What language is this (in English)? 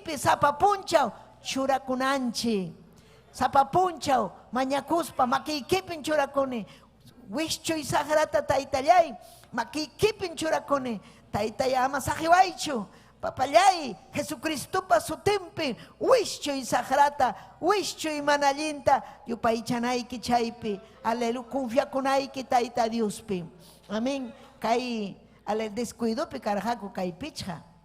Ayacucho Quechua